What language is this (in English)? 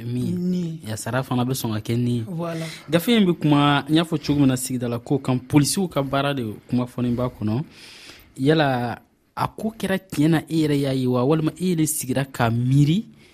Dyula